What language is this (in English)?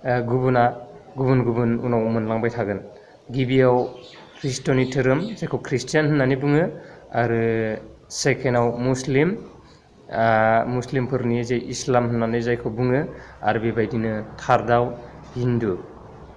Bodo